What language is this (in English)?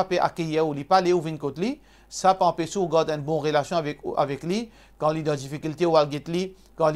Morisyen